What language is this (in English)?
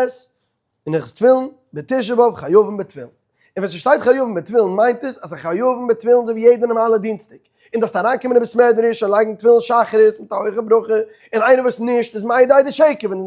Yiddish